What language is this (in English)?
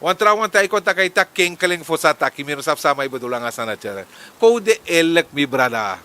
Sranan Tongo